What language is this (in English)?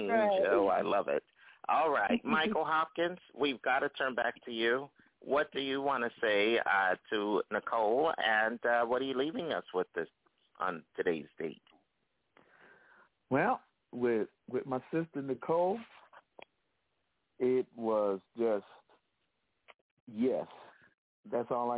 English